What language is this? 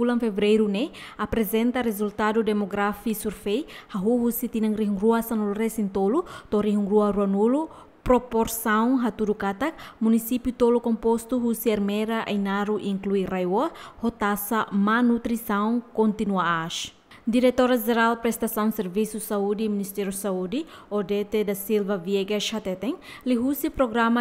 Tetum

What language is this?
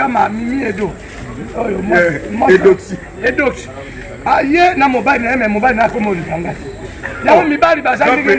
Lingala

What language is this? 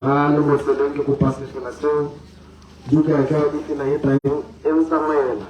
Tswana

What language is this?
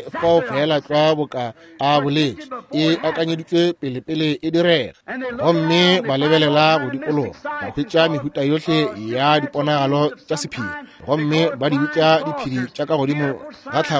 Northern Sotho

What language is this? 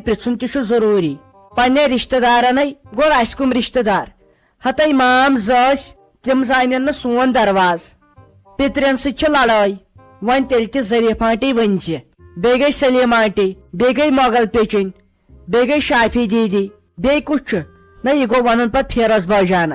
Kashmiri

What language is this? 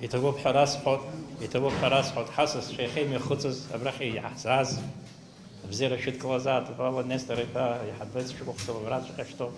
Abkhazian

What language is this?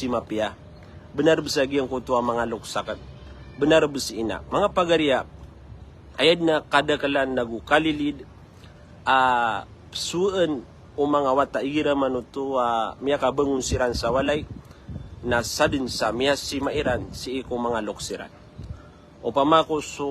Maranao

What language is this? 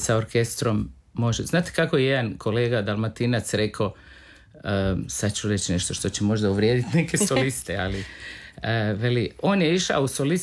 Croatian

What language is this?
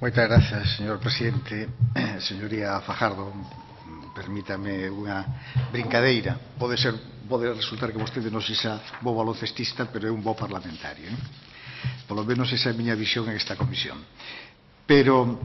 Galician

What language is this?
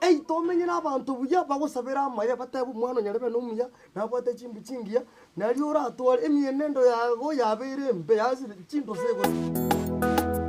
Gusii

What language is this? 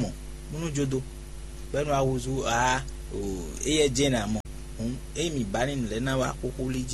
Fon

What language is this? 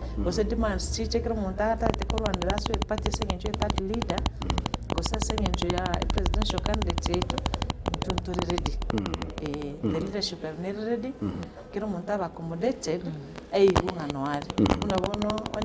Gusii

